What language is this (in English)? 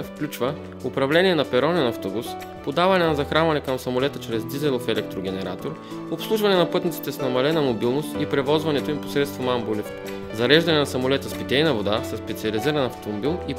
Bulgarian